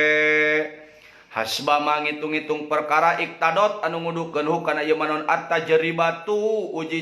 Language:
Sundanese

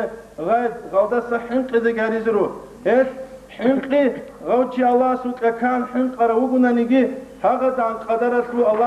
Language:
Avaric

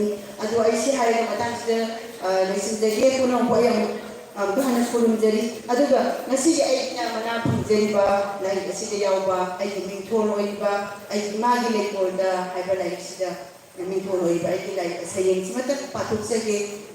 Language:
Manipuri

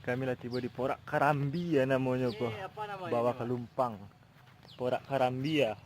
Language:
Minangkabau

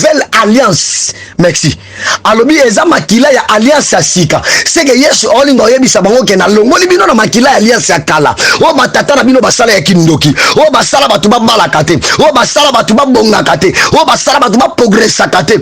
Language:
Lingala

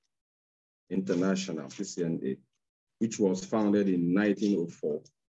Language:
English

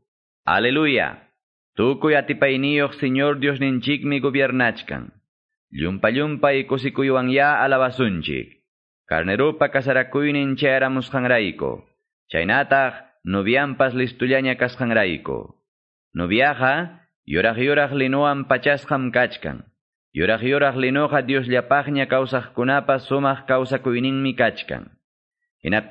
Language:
Quechua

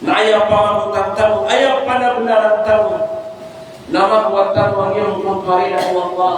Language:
Maranao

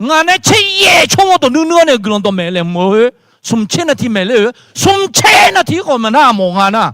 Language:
Akha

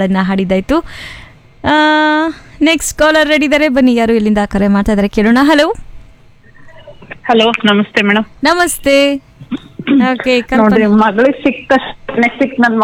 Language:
Kannada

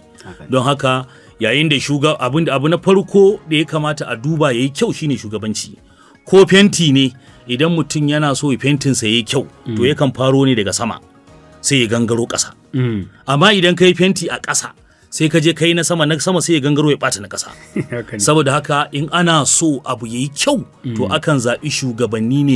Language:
Hausa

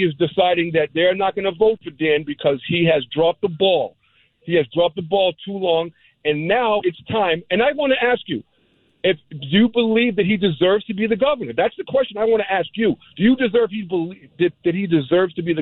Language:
English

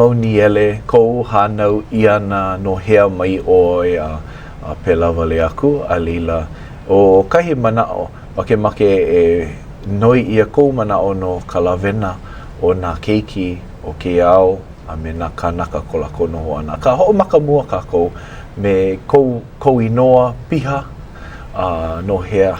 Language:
Hawaiian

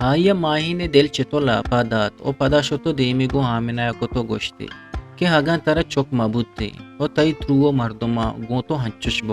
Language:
Eastern Balochi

